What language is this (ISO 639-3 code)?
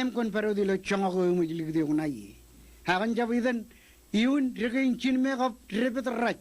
mah